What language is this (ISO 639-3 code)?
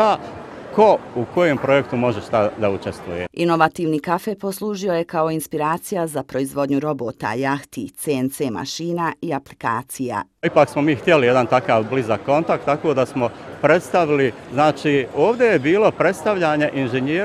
bos